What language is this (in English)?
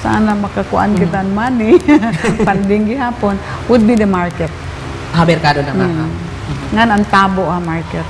Waray